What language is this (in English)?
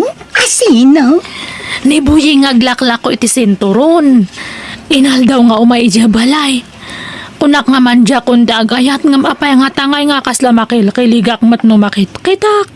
Iloko